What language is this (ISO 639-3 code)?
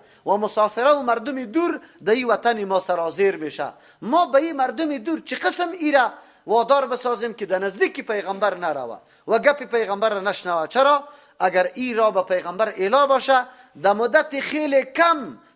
fas